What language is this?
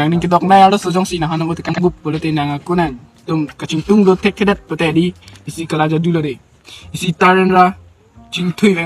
Karbi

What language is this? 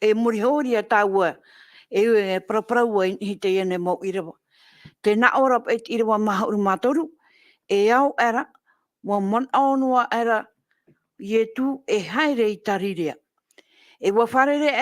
Tahitian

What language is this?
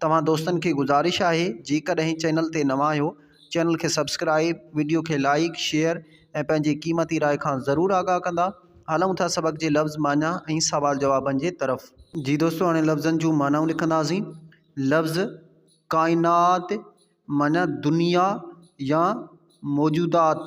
Sindhi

